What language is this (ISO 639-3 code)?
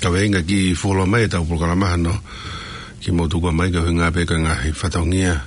ton